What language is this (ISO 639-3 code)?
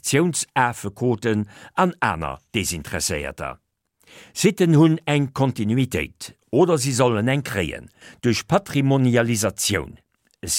ltz